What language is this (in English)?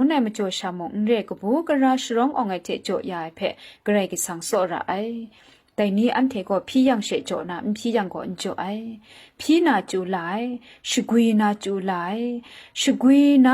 Kachin